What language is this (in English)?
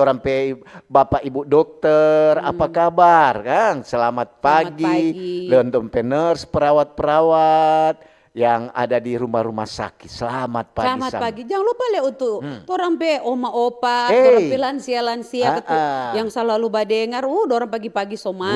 Manado Malay